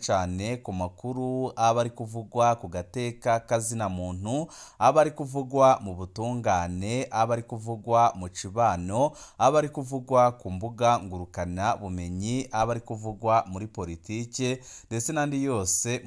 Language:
Rundi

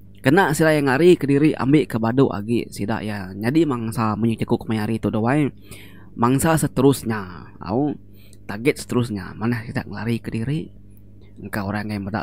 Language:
Iban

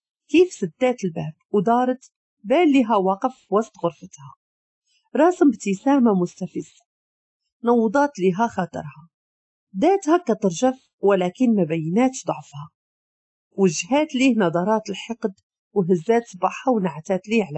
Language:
Moroccan Arabic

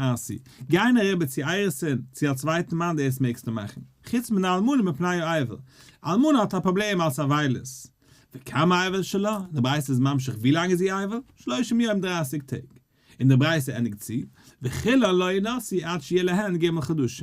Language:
Yiddish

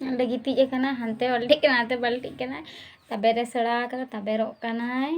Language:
Santali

